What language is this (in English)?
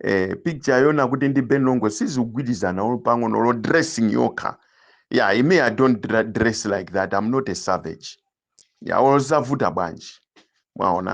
Nyanja